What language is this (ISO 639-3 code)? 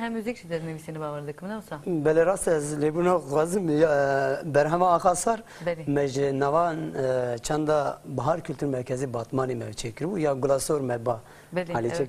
kur